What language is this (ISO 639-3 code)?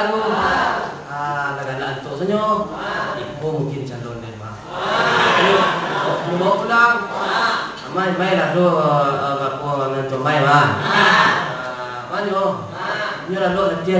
min